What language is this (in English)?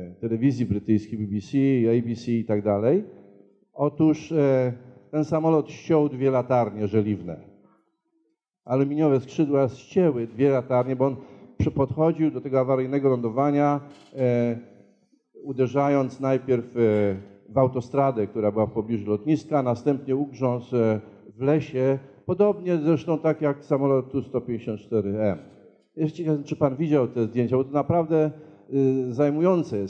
Polish